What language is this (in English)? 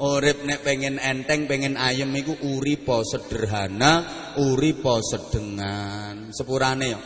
Javanese